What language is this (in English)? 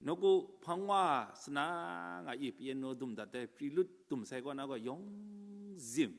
Kachin